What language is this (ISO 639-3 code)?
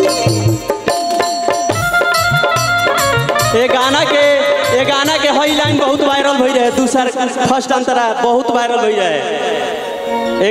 bho